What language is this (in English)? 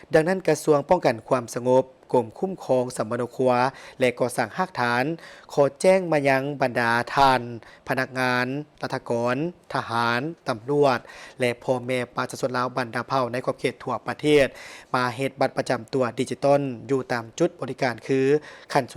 Lao